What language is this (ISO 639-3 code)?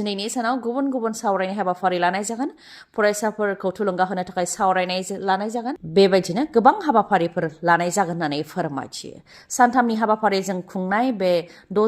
brx